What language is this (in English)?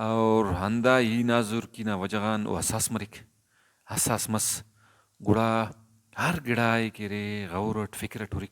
Brahui